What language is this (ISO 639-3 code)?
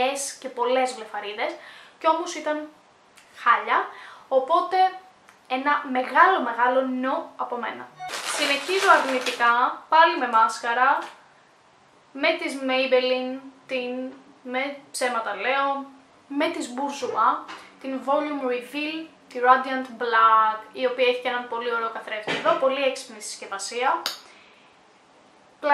ell